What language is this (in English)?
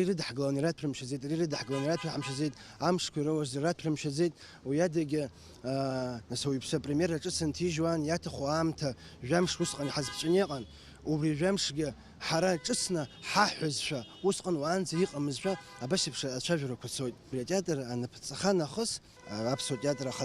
Abkhazian